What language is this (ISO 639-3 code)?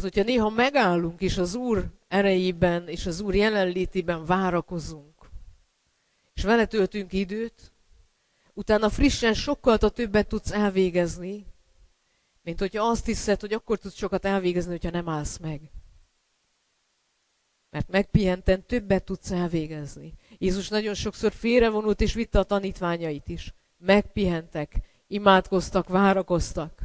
hun